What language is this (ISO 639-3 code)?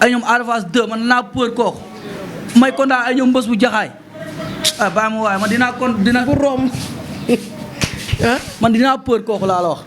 wol